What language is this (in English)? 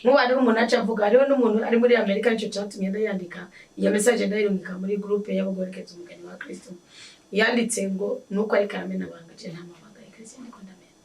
Rundi